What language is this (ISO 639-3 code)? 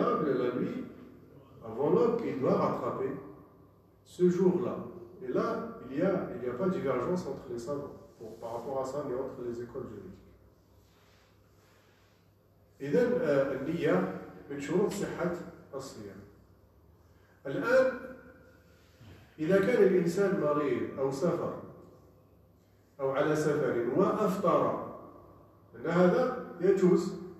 fra